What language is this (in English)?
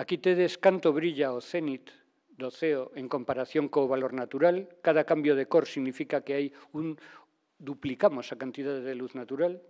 Galician